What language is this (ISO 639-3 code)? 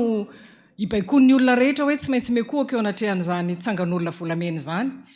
mlg